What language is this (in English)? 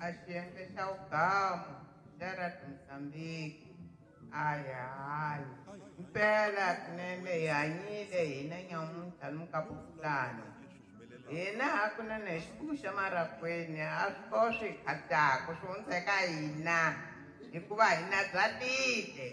Tsonga